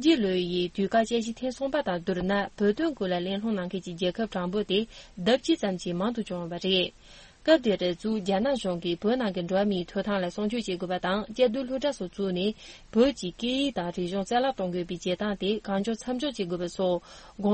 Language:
Tibetan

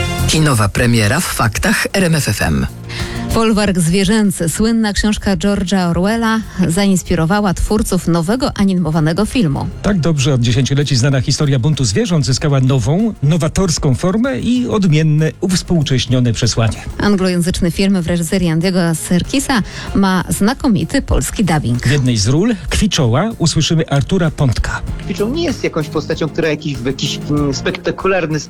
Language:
Polish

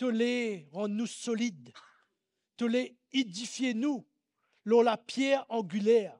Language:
Morisyen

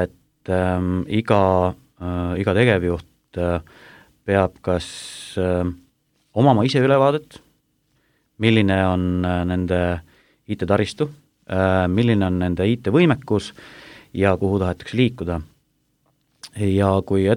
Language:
Estonian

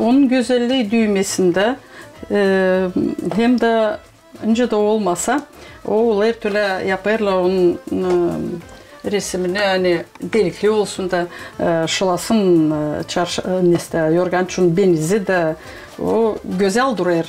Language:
Gagauz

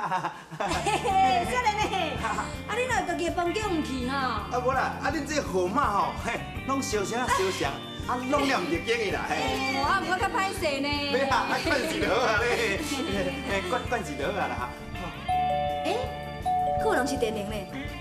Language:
Min Nan Chinese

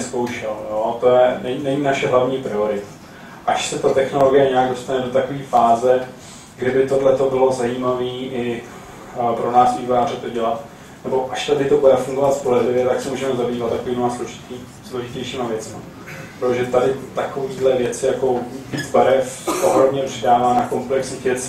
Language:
Czech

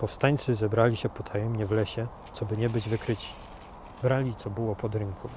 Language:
Silesian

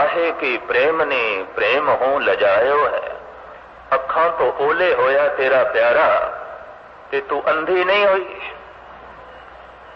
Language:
Punjabi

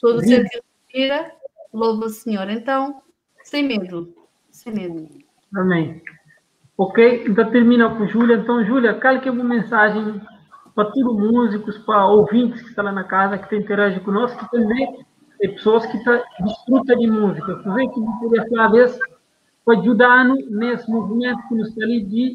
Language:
Kabuverdianu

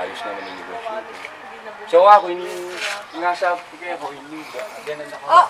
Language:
Pampanga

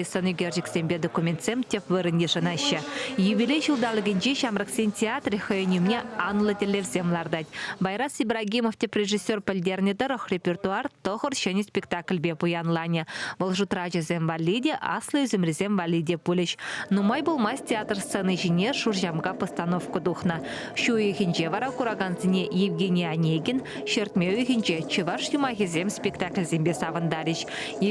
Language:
Chuvash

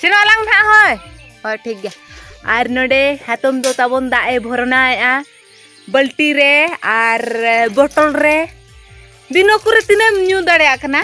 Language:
Santali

